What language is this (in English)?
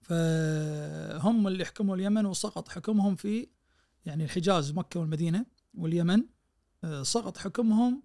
Najdi Arabic